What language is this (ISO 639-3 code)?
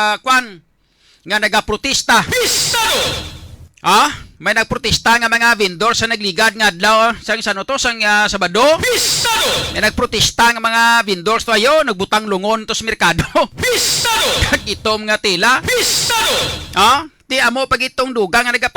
hil